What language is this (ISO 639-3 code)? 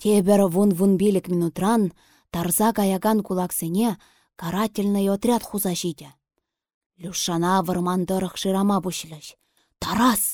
chv